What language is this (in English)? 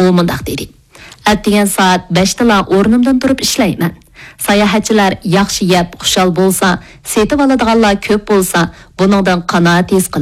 Uyghur